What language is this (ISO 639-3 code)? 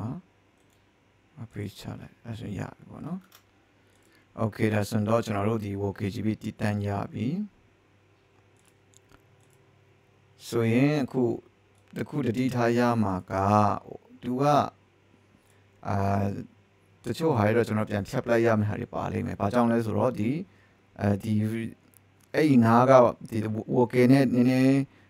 mya